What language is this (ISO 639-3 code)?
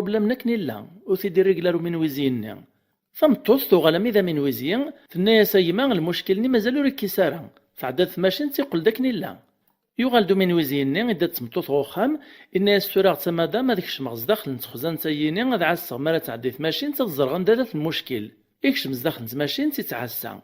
kab